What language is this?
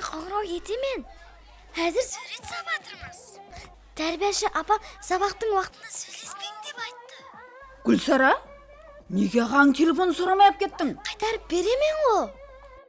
Kara-Kalpak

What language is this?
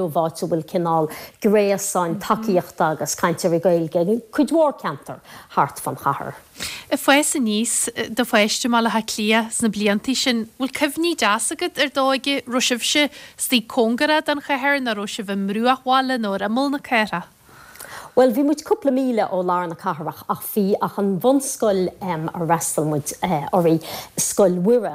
Irish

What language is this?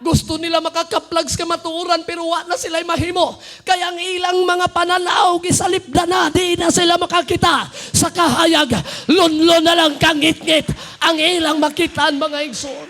Cebuano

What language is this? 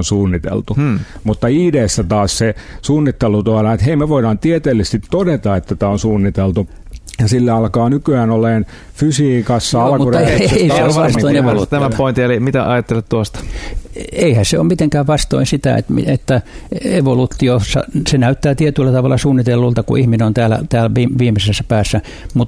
Finnish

